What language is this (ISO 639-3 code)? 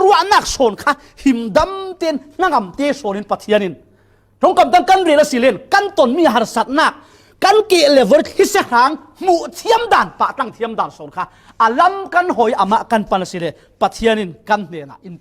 cfm